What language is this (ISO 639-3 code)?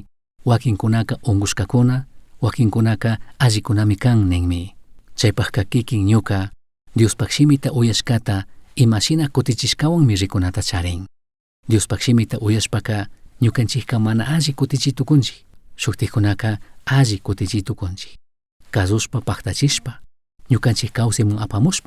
qug